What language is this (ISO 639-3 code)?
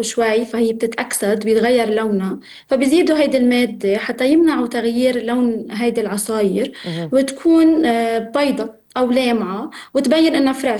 apc